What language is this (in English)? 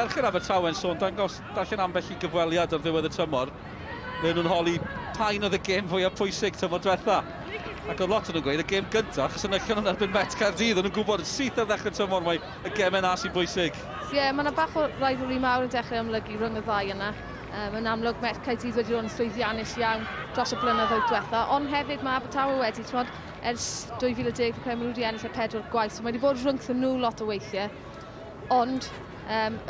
Welsh